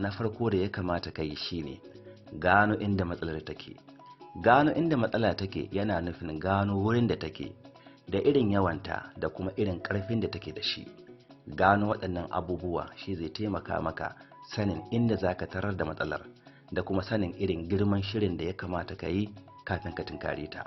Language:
Hausa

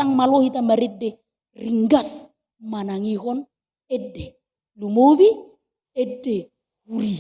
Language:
Batak Toba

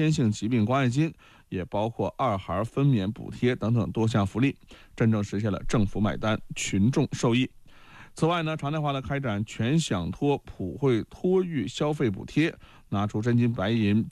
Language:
Chinese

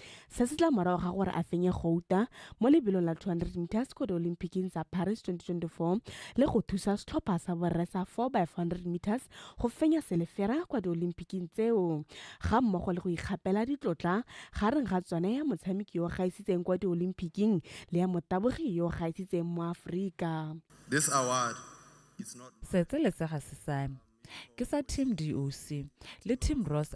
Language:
Tswana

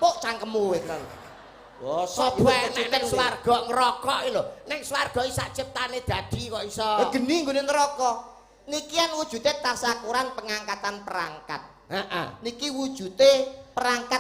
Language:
Javanese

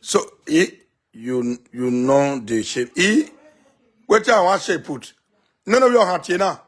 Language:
Nigerian Pidgin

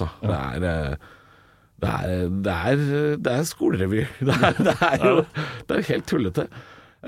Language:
Norwegian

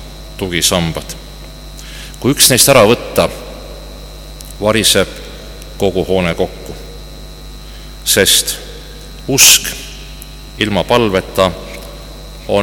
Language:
Estonian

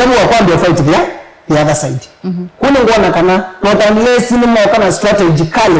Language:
Kamba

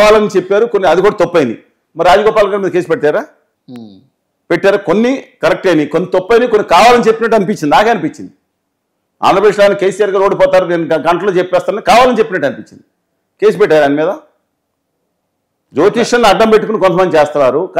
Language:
Telugu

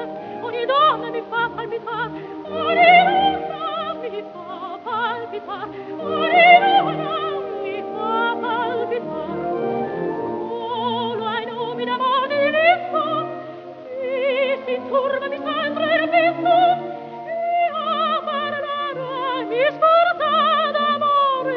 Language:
Italian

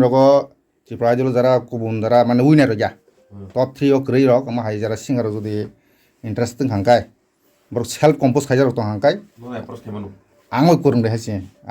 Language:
Kok Borok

